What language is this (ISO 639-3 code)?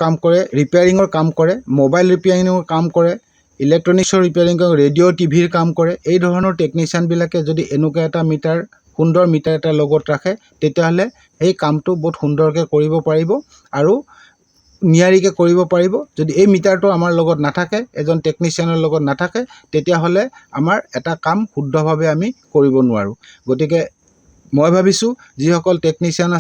asm